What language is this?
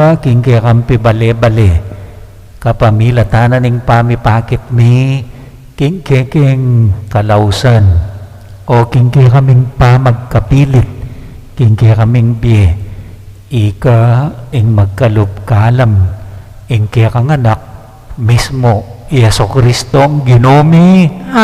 Pampanga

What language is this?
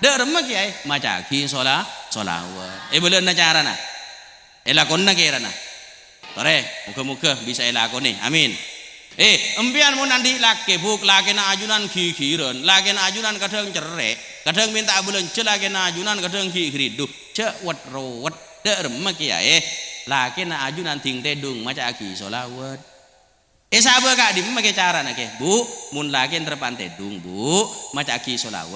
Madurese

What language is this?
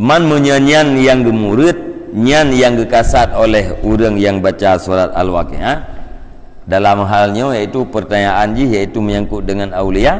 Achinese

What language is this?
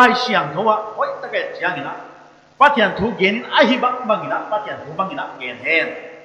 Paite Chin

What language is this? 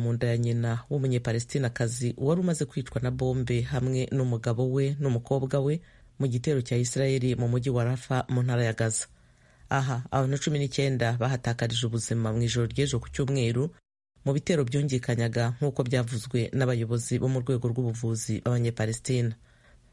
Kinyarwanda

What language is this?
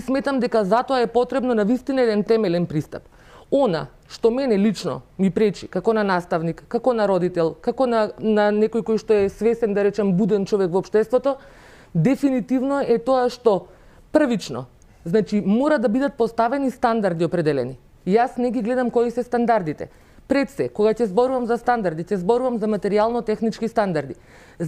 Macedonian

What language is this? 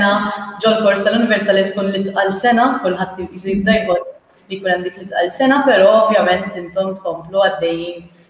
Maltese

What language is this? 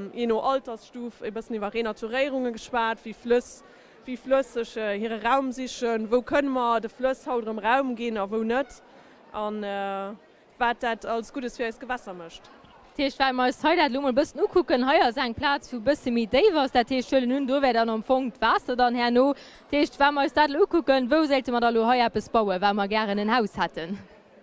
Luxembourgish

